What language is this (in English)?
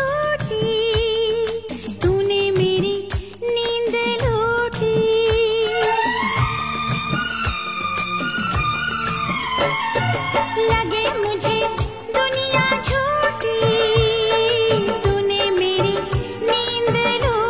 Hindi